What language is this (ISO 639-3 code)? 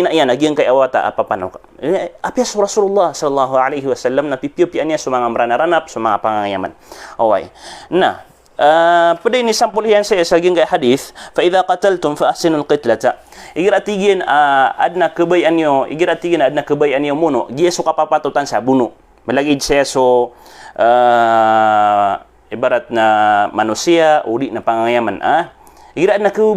mrw